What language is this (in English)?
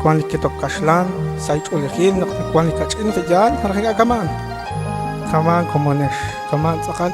Kekchí